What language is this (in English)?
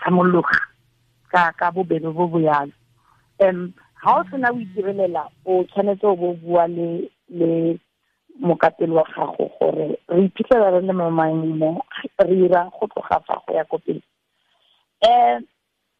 Tswana